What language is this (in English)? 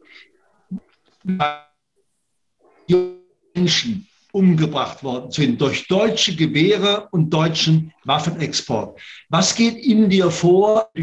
German